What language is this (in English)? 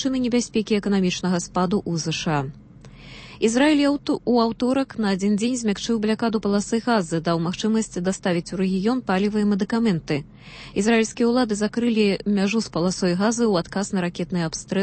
Belarusian